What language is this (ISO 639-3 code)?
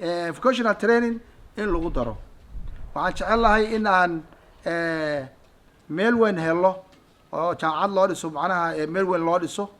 som